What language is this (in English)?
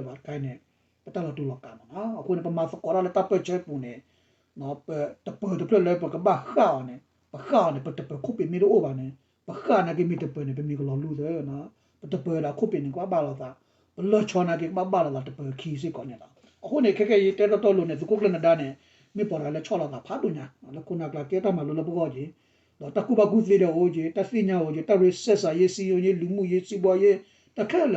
S'gaw Karen